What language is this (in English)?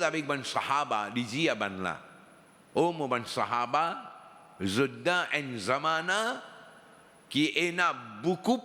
Morisyen